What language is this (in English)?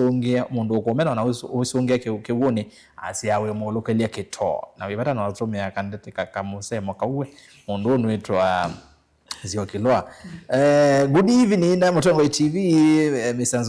Kamba